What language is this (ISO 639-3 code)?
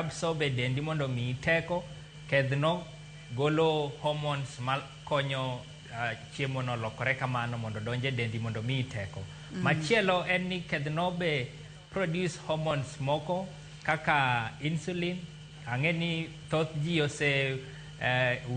luo